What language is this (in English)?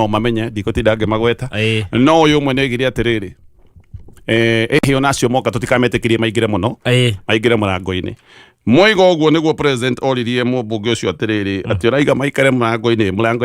Kikuyu